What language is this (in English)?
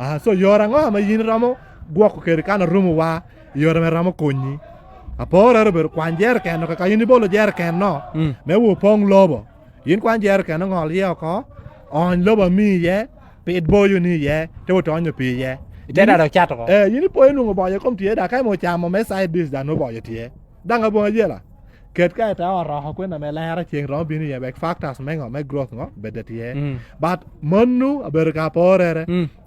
Lango (Uganda)